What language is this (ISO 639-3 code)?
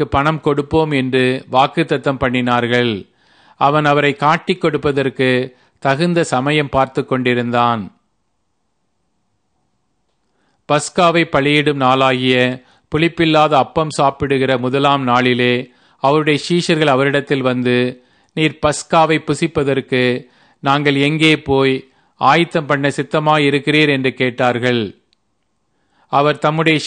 tam